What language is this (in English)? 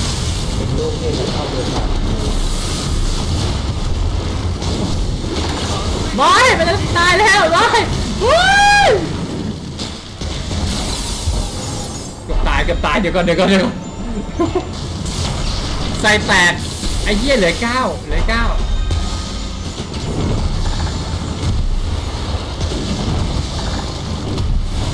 Thai